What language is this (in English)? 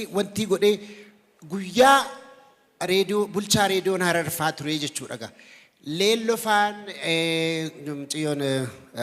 Oromo